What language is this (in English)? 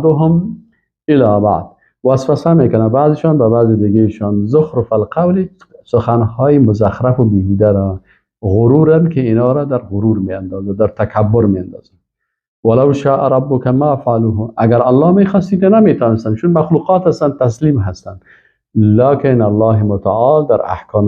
Persian